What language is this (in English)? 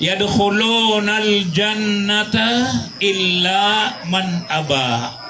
Maranao